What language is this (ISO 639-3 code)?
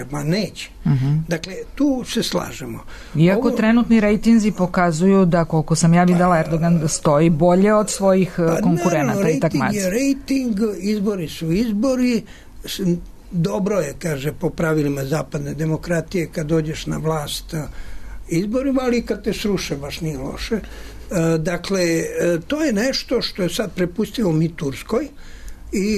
srp